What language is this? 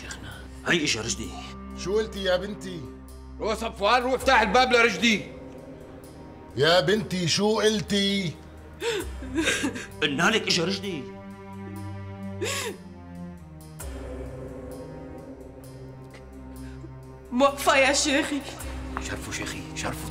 North Levantine Arabic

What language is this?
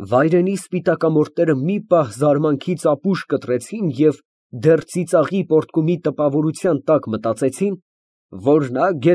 Armenian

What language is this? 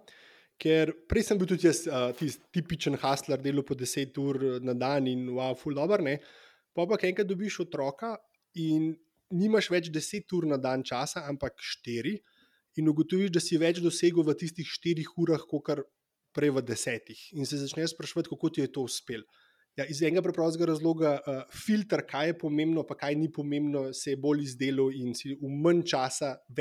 Slovenian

